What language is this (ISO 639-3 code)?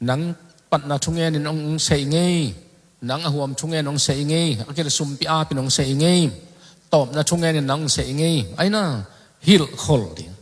ctd